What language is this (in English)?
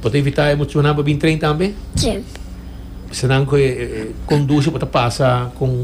Papiamento